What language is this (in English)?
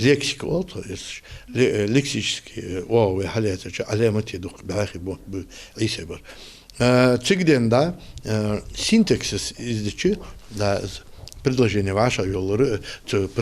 Ingush